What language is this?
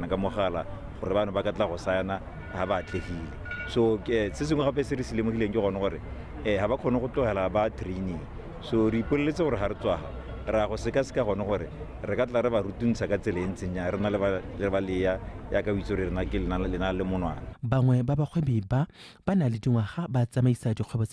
Tswana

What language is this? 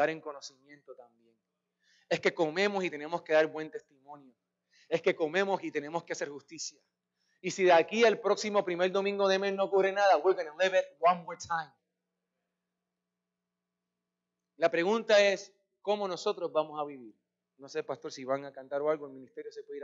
Spanish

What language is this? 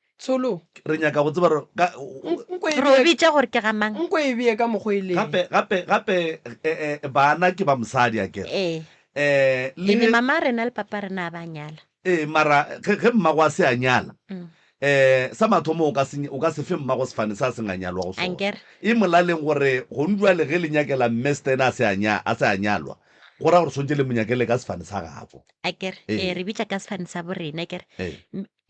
Northern Sotho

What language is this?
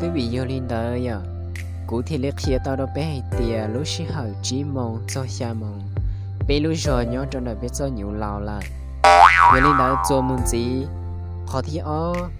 Hmong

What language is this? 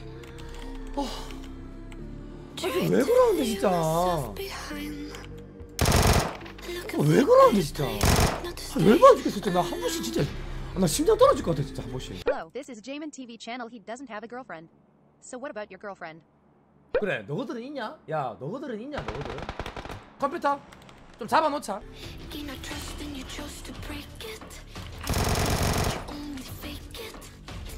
Korean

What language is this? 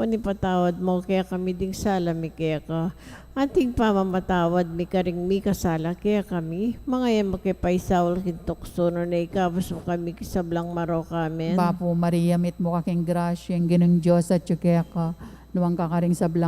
Pampanga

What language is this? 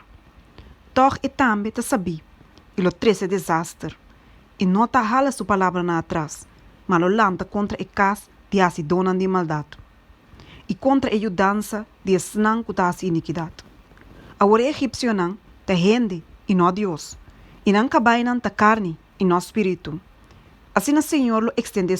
Papiamento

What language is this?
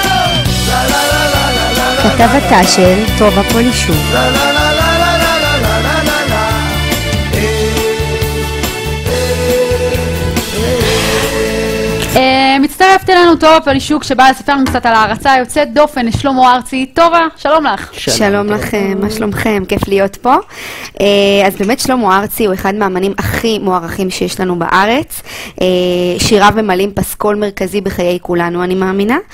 Hebrew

